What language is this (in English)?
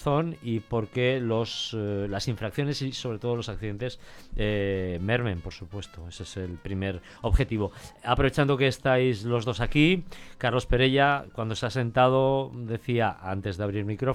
Spanish